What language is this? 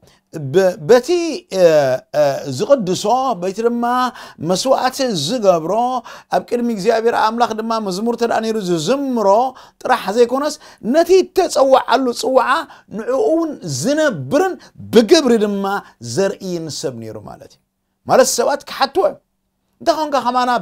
Tigrinya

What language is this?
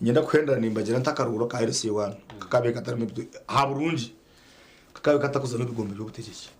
Nyankole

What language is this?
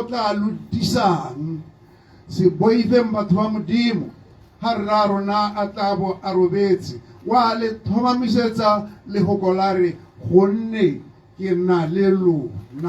Tswana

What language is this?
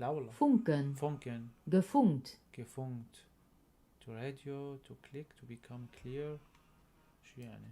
North Levantine Arabic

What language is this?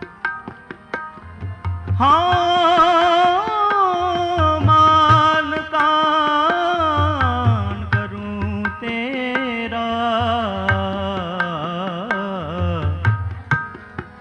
Punjabi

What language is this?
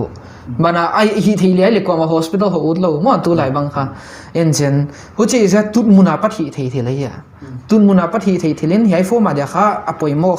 Paite Chin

